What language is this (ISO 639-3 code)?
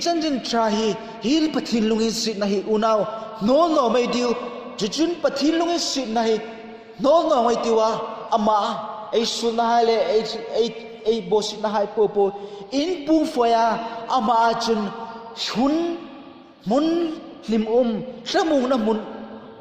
hmr